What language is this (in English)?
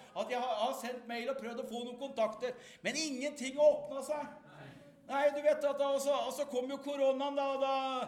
Norwegian